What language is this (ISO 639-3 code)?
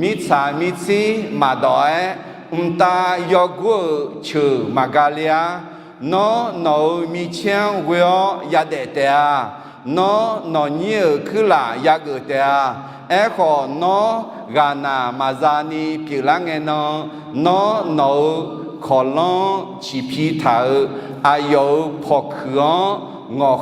ahk